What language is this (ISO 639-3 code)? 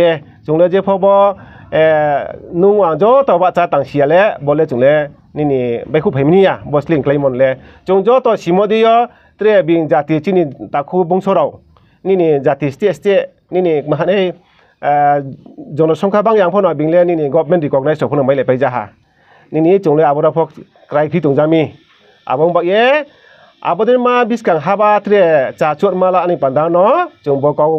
ria